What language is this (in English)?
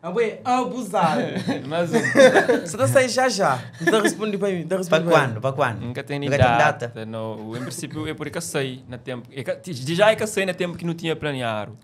Kabuverdianu